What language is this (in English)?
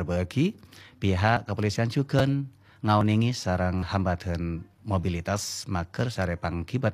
Madurese